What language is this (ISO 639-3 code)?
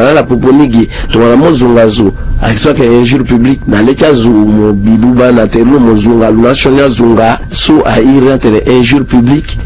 sag